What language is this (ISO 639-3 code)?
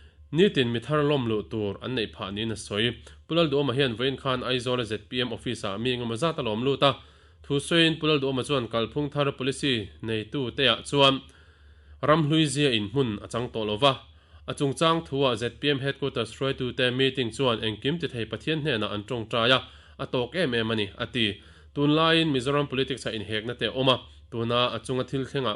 lus